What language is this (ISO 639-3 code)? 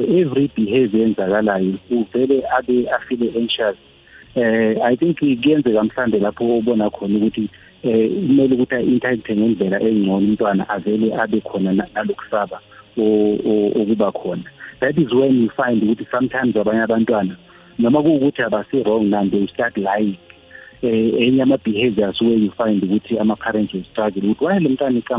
nbl